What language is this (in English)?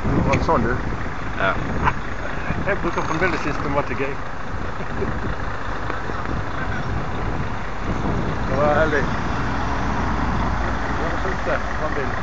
Norwegian